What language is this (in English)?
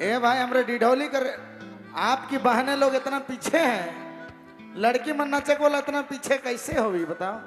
Sadri